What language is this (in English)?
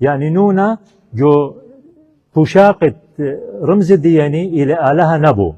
Assyrian Neo-Aramaic